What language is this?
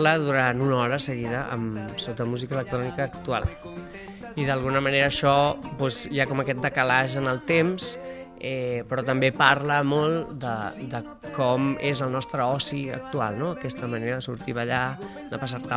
Catalan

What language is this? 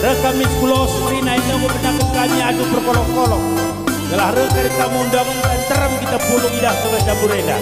Batak Karo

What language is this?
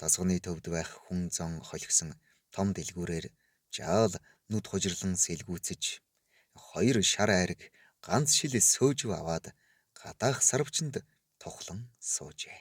Mongolian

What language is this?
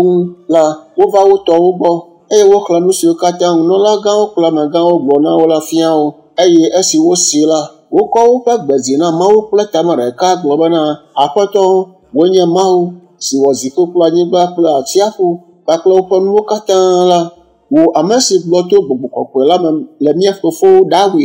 Ewe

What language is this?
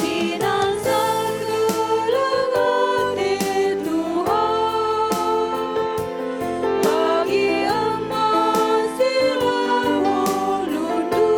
Batak Karo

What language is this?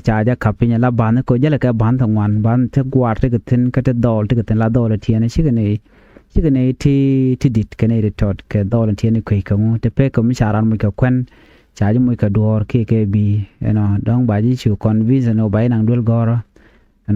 Nuer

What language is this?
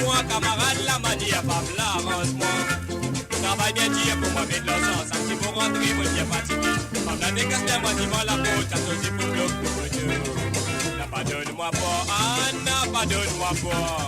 Morisyen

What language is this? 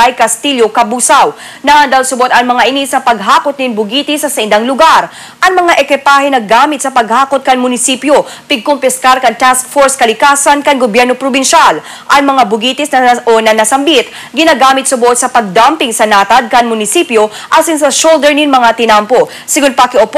Bikol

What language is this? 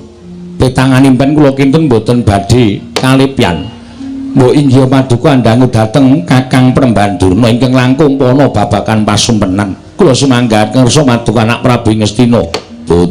Javanese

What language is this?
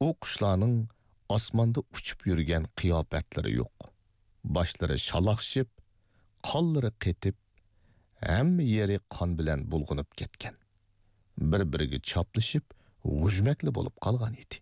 Uyghur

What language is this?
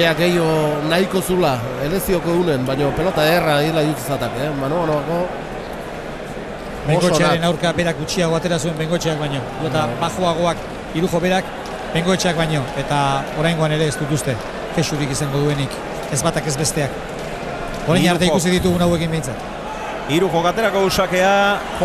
Basque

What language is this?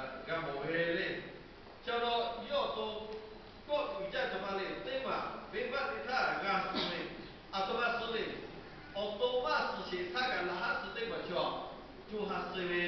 Lahu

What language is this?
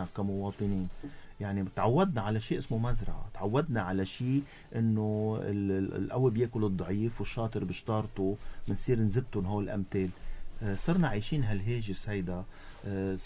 North Levantine Arabic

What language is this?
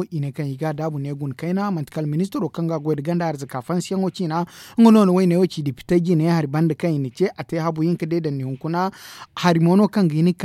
Zarma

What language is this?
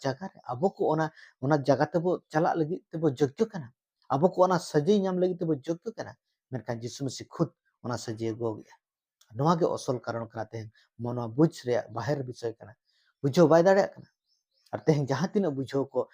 Santali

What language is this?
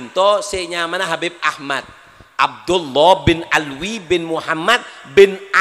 Madurese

